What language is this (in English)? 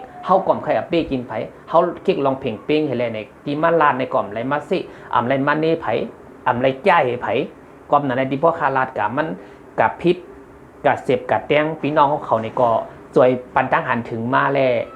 Shan